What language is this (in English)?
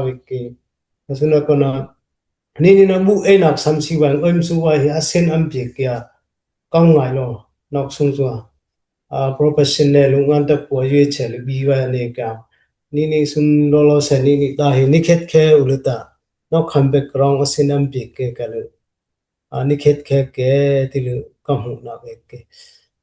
Dimasa